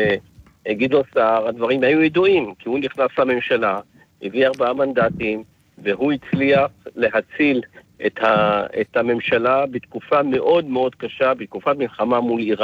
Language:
Hebrew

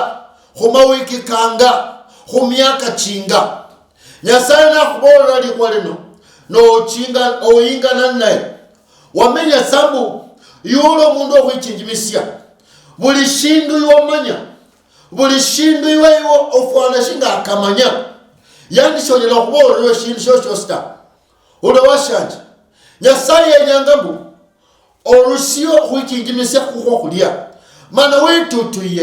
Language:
Luyia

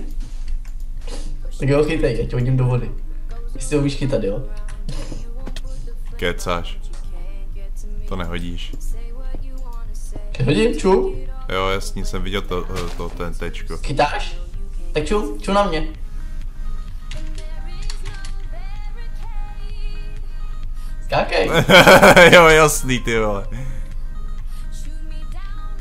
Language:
Czech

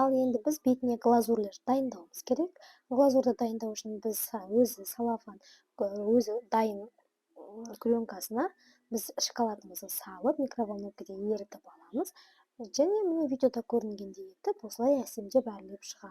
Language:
Kazakh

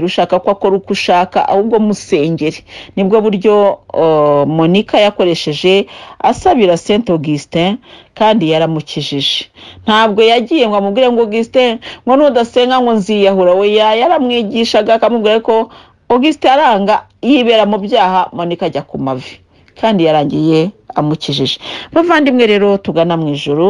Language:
Kinyarwanda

